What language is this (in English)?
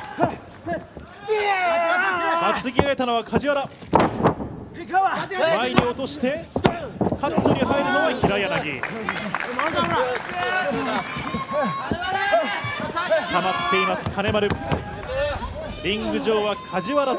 Japanese